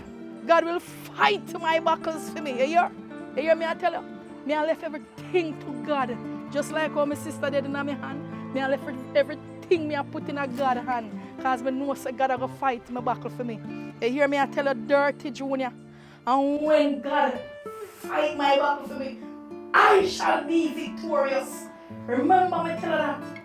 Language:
Jamaican Creole English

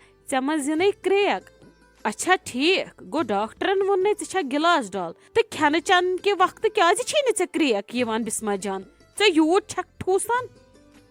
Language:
Kashmiri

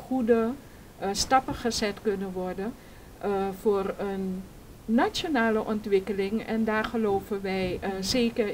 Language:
Dutch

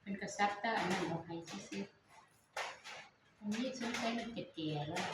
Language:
Northeastern Thai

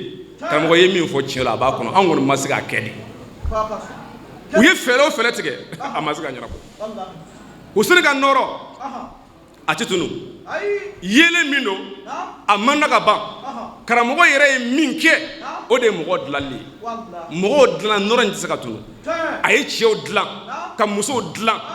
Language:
Bambara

